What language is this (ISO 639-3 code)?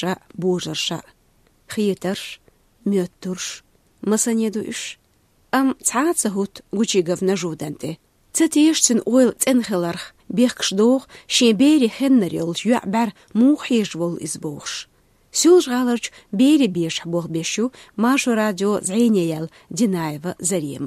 che